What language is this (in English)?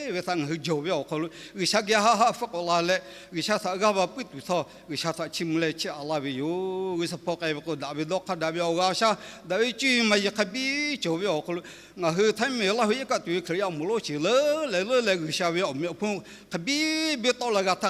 Lahu